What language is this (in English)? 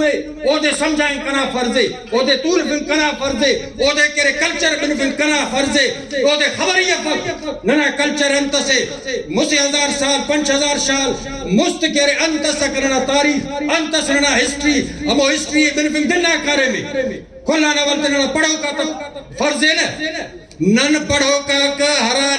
Brahui